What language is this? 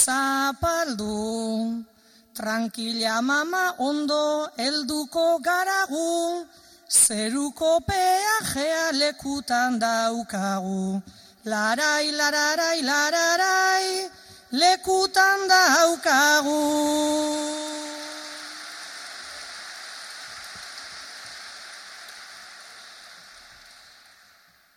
Basque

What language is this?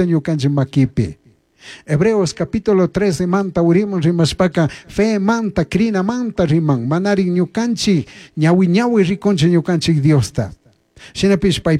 Chimborazo Highland Quichua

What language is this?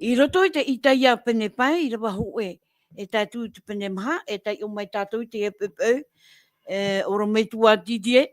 Tahitian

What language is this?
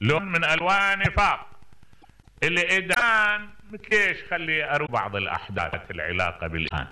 Mesopotamian Arabic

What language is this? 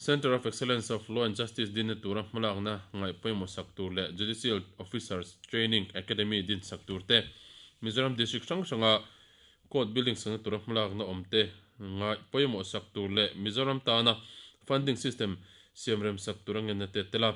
Mizo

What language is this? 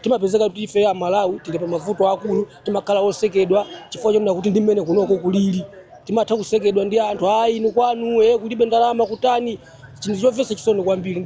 Nyanja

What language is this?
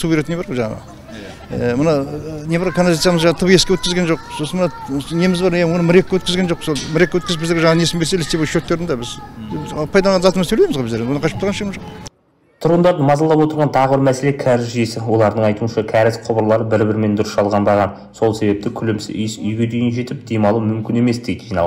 Kazakh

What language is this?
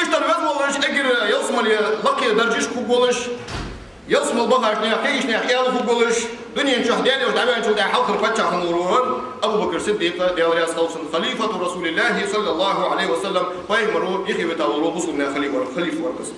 Ingush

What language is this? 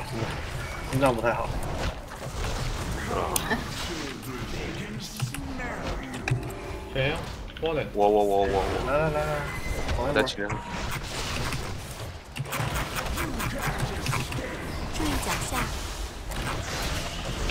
Chinese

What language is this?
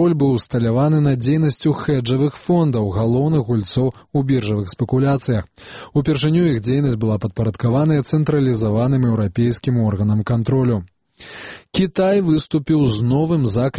Belarusian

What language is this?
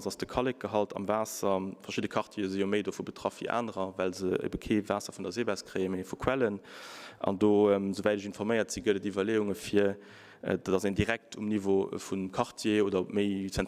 Luxembourgish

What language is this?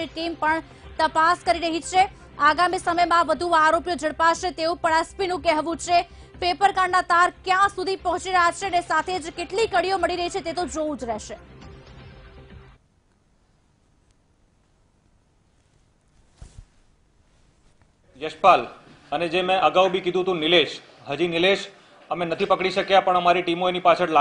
Gujarati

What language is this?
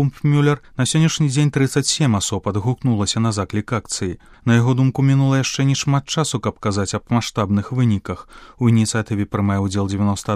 Belarusian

